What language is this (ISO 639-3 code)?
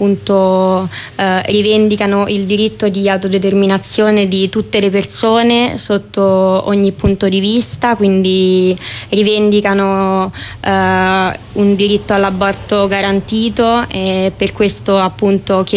ita